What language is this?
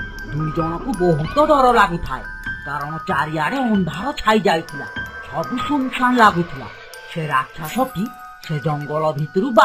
Odia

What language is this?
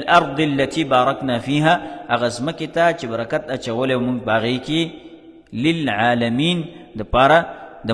Pashto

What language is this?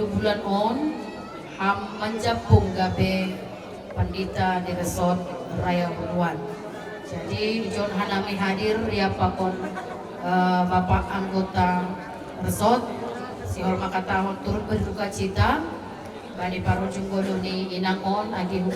Batak Simalungun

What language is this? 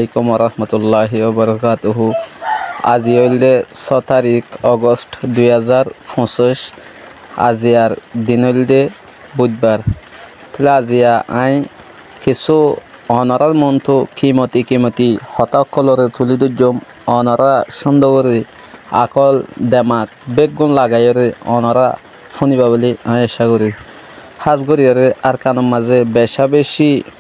Rohingya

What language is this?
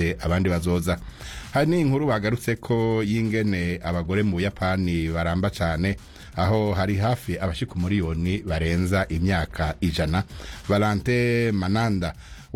Kinyarwanda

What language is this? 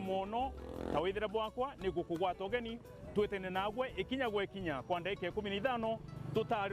Meru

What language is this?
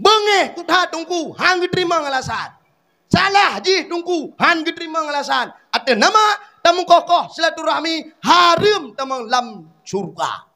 Achinese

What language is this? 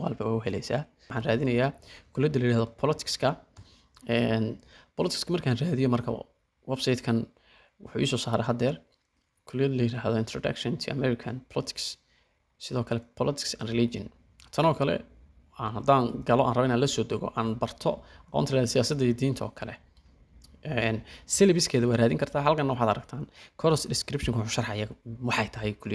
Somali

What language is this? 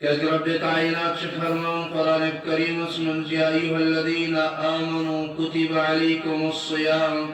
Kashmiri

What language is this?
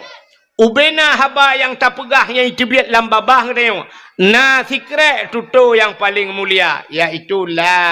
Achinese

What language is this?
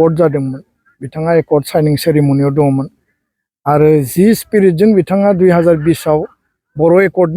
Bodo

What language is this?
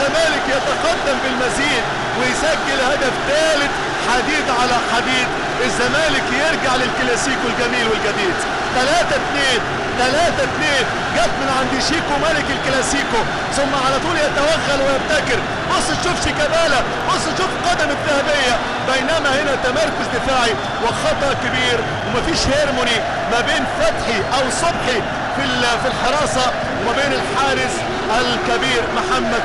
Egyptian Arabic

